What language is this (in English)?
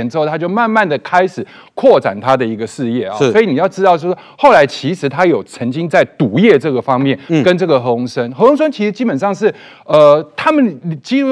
Chinese